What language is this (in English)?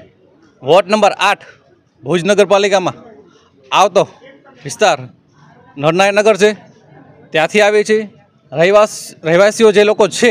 Gujarati